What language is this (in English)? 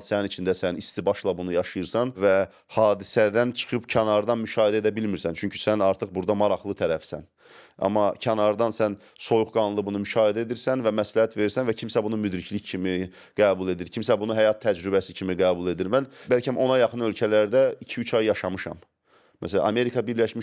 Azerbaijani